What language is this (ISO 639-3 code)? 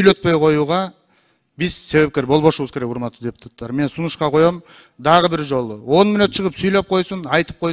kir